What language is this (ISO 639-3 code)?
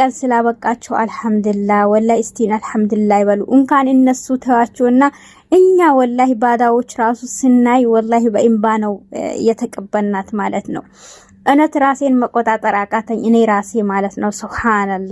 amh